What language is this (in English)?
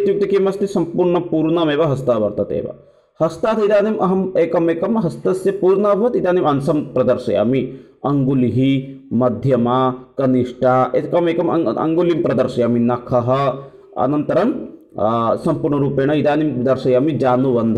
Sanskrit